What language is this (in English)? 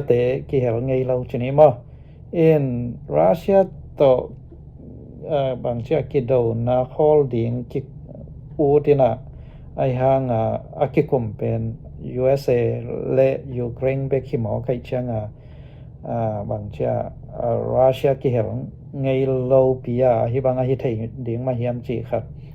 Tedim Chin